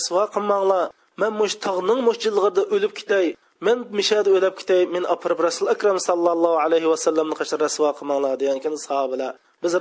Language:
Uyghur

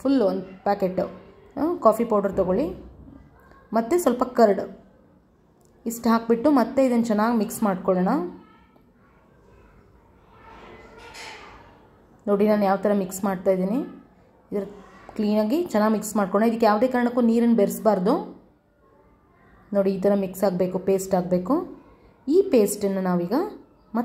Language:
Kannada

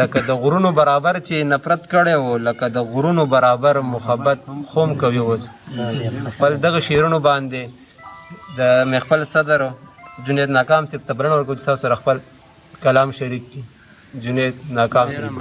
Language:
Pashto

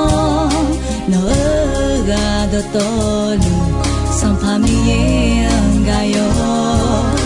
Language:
Akha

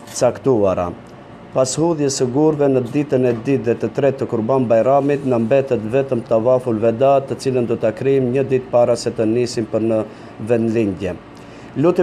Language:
Albanian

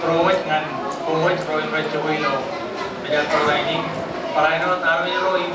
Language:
Marshallese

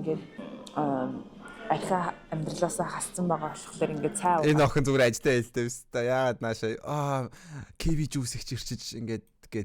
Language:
Mongolian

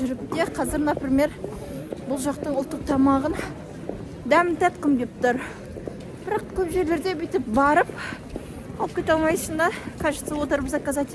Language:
Kazakh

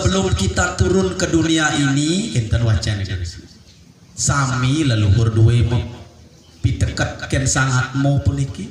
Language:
Balinese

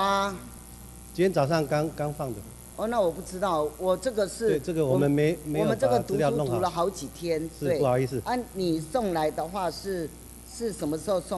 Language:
Chinese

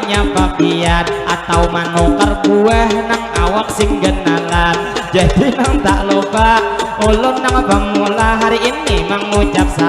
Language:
Banjar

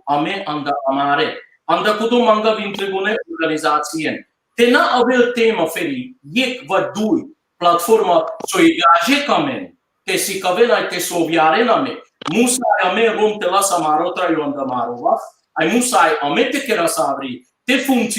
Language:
Balkan Romani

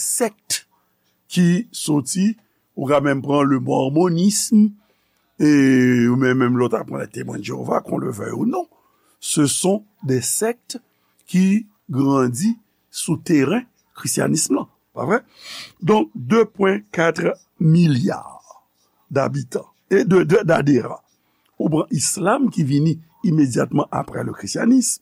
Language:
Haitian Creole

